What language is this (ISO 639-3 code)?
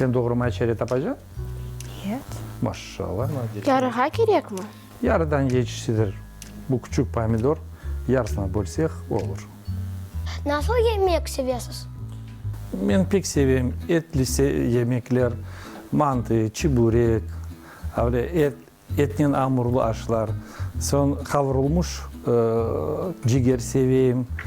crh